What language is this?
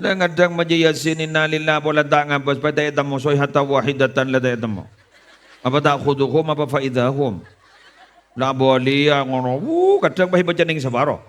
Madurese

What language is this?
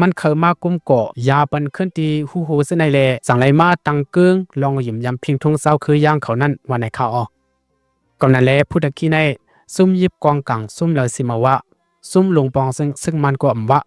Lao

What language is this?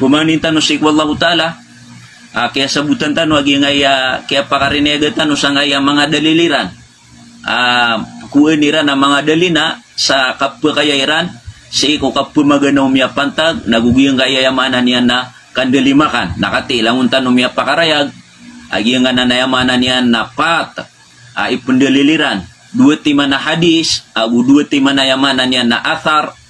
Maranao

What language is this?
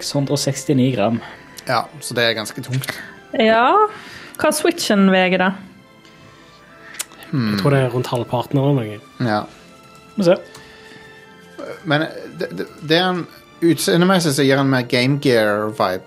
Norwegian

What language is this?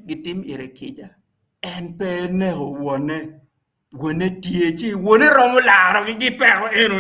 Acoli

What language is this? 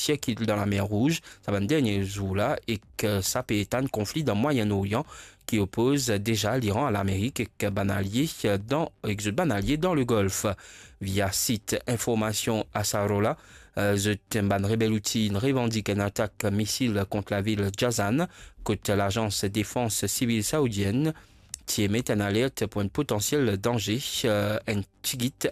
Morisyen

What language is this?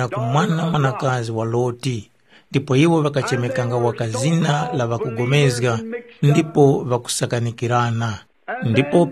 Tumbuka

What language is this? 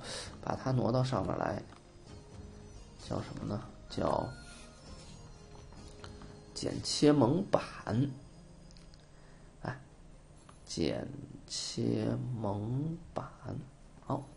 Chinese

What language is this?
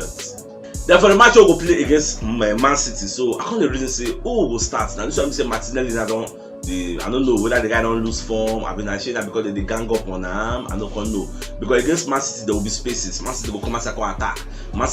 Nigerian Pidgin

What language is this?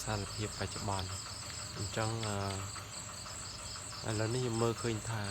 Khmer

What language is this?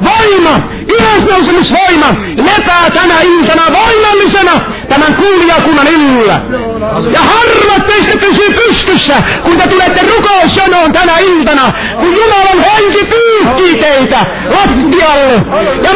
Finnish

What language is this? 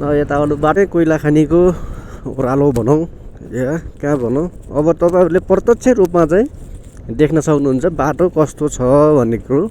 Nepali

